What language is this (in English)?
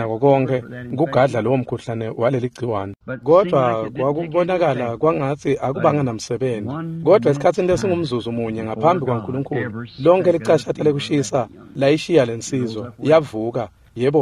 Swati